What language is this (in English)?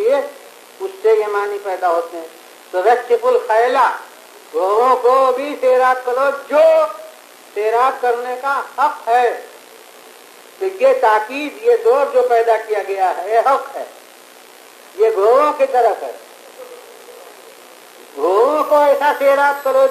Urdu